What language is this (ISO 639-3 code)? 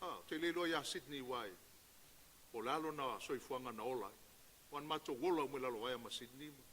smo